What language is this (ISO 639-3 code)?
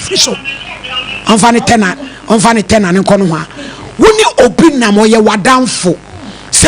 aka